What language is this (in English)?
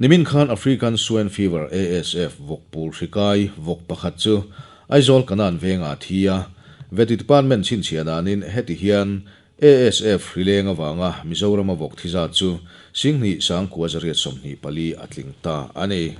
Mizo